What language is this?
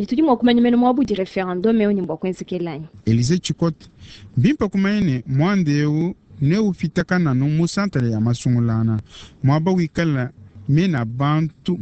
Luba-Lulua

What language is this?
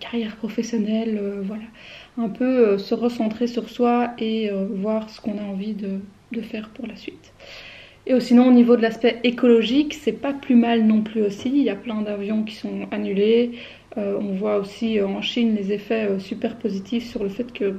French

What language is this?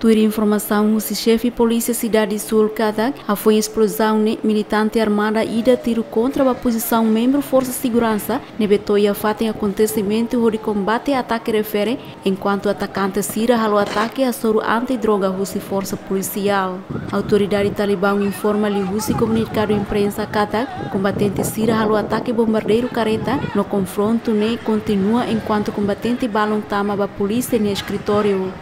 Tetum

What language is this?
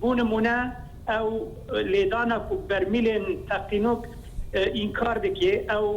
Kurdish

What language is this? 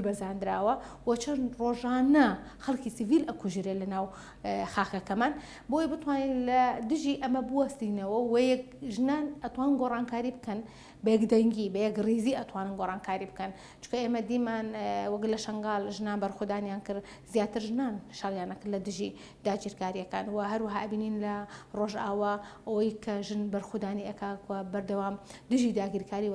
Central Kurdish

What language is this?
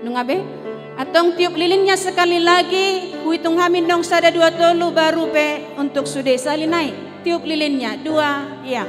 Batak Toba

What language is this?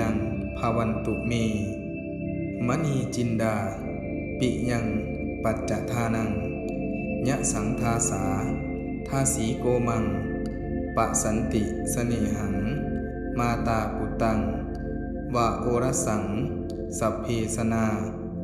Pali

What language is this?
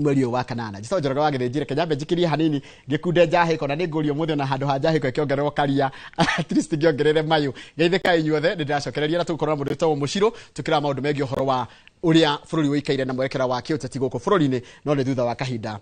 Kikuyu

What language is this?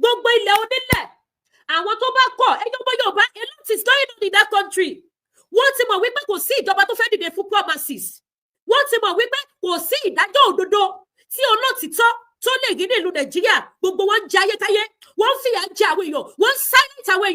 Yoruba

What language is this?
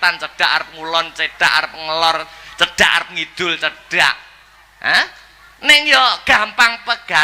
Javanese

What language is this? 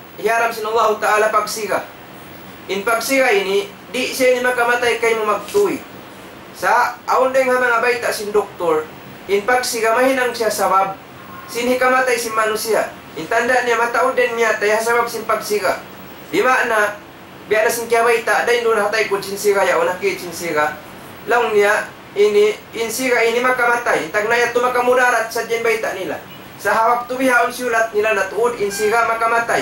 Tausug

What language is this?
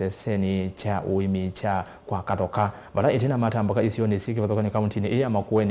Kamba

